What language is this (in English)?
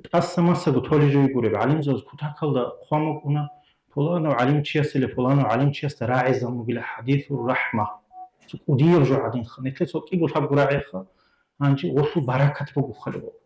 Avaric